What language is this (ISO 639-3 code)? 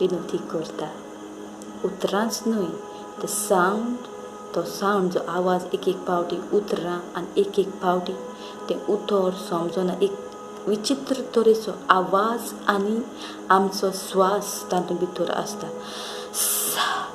kok